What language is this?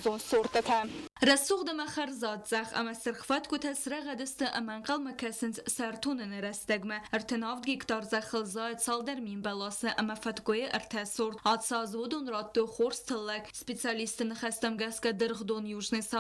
Ossetic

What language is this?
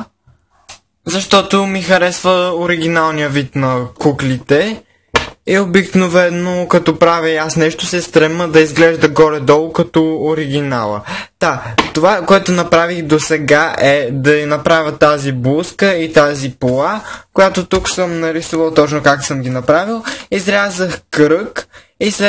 Bulgarian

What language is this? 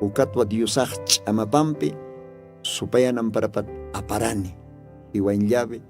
Aymara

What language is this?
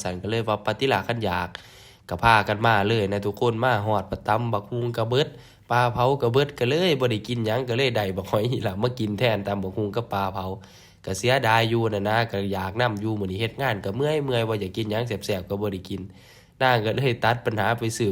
Northeastern Thai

